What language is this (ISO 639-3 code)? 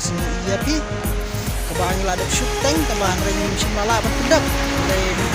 kha